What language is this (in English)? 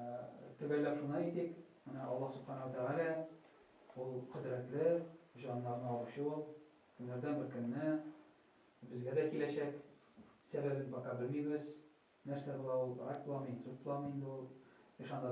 Tatar